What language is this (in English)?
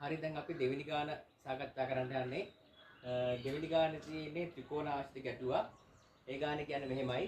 Sinhala